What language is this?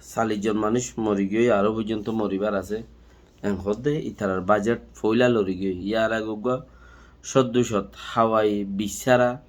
Rohingya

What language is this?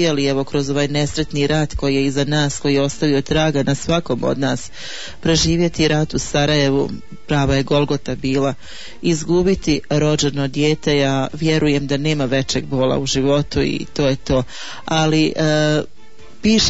Bosnian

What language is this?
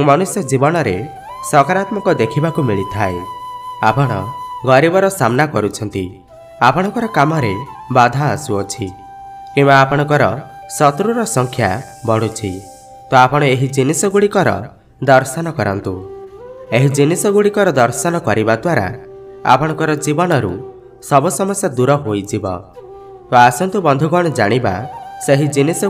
Odia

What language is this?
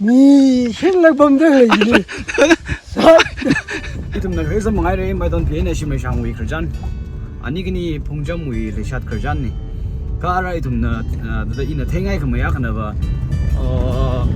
Tangkhul Naga (India)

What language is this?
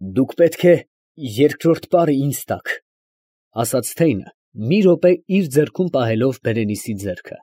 Armenian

